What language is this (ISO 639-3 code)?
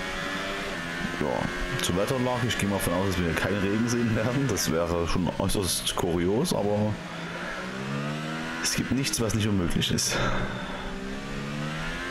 deu